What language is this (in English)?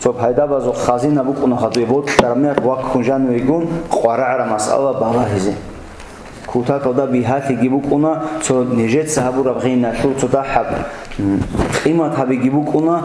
Avaric